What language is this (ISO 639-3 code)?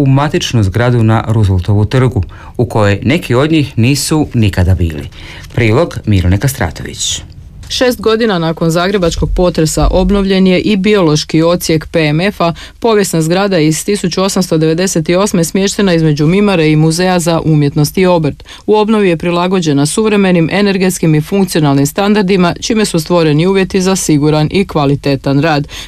hrv